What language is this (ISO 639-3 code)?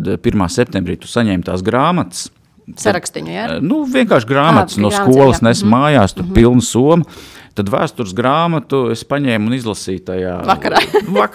lav